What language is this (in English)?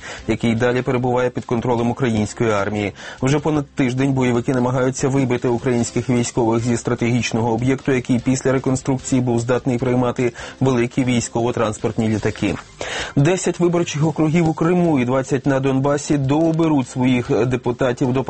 Ukrainian